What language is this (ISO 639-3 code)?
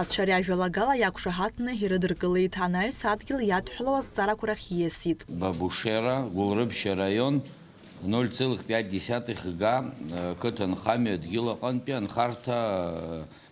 abk